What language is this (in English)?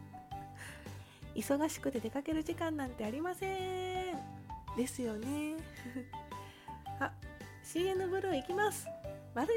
Japanese